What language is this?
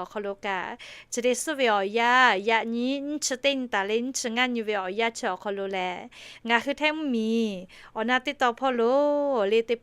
Lahu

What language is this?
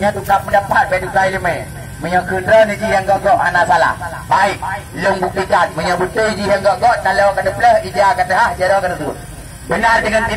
Achinese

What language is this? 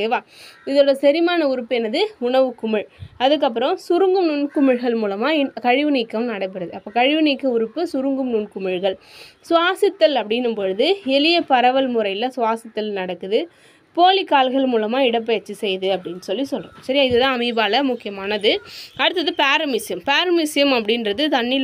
Tamil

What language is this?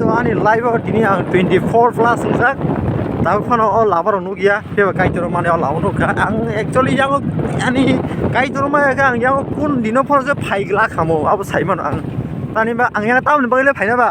Kok Borok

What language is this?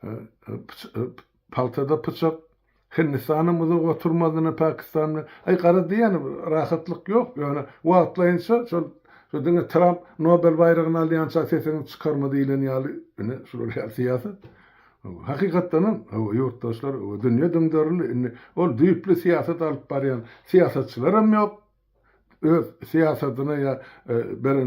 Turkmen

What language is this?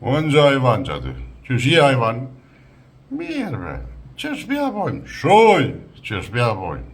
Albanian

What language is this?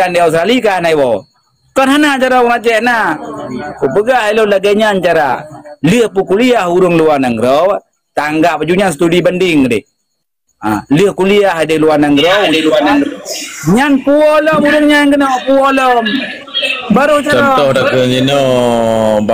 Achinese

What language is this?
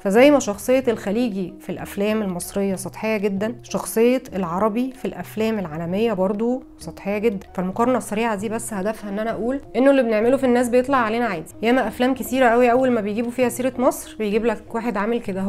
Egyptian Arabic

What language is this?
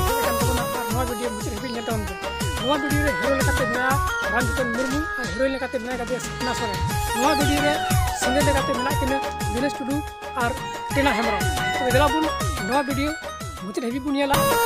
Santali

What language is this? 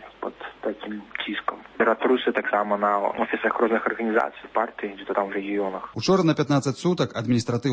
Belarusian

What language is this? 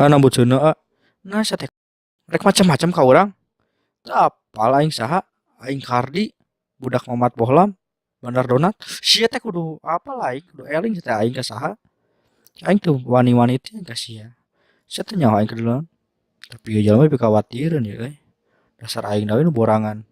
Sundanese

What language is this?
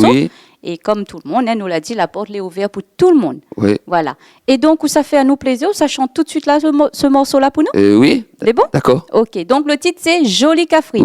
Réunion Creole French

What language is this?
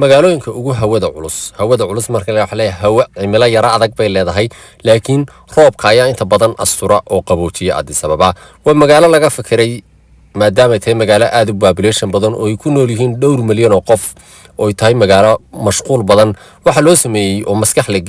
Somali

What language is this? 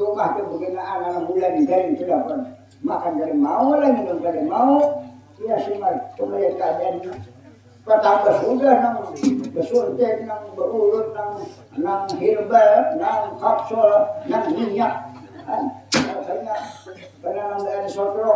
Banjar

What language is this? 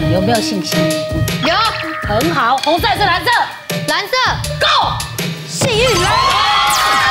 Chinese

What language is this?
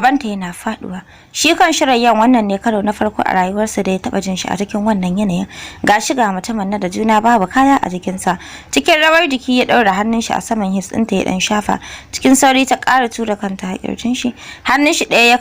Hausa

